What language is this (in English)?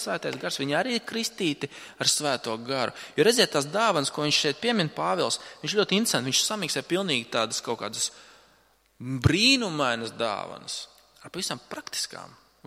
Latvian